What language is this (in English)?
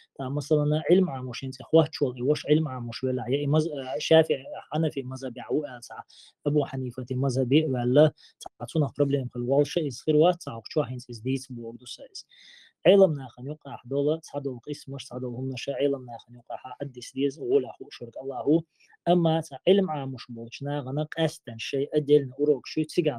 Chechen